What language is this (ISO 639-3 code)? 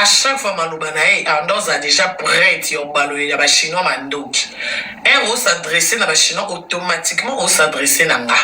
lin